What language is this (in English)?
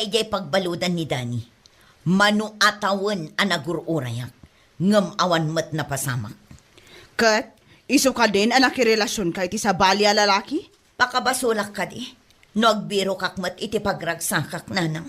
Iloko